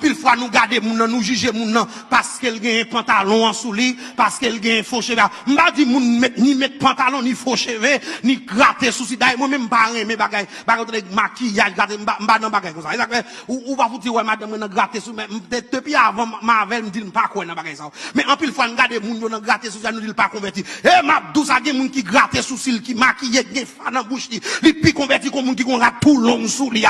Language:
Haitian Creole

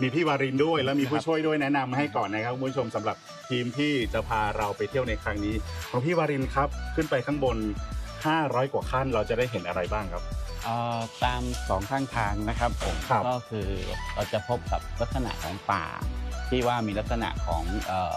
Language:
Thai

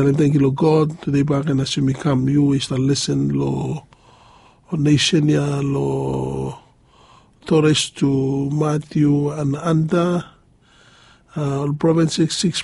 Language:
Bislama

